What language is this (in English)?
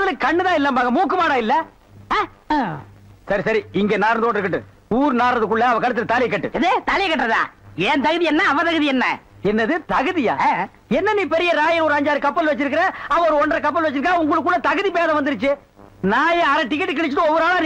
Tamil